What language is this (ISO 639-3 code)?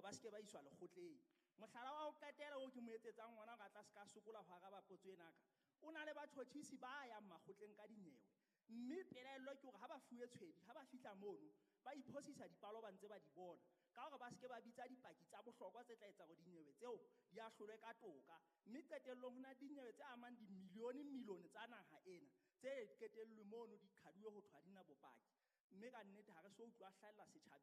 sot